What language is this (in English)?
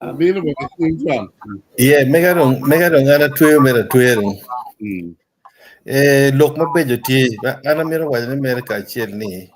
Acoli